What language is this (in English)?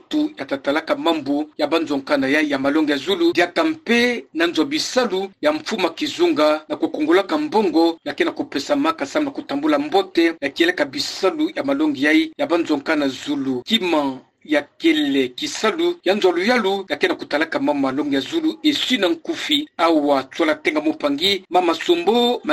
Kituba (Democratic Republic of Congo)